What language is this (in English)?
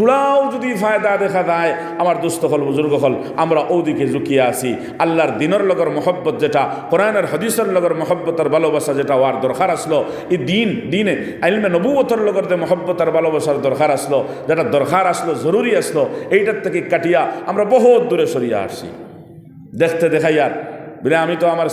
Sylheti